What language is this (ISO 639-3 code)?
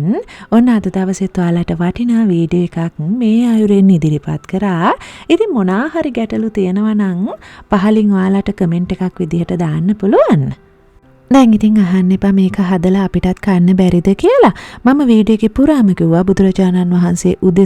sin